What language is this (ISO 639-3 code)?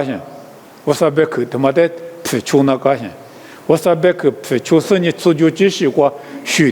lis